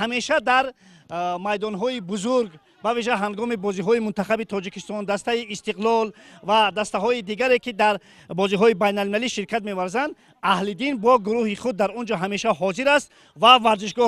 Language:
Tajik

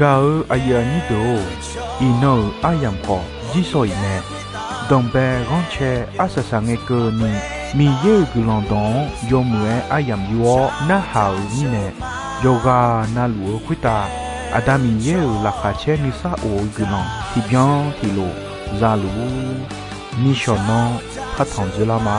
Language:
Akha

